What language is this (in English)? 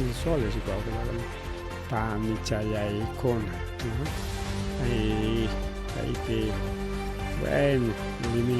Ayacucho Quechua